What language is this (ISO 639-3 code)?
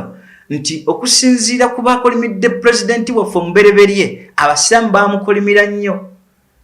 lug